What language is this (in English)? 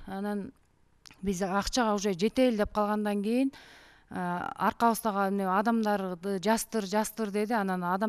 Kyrgyz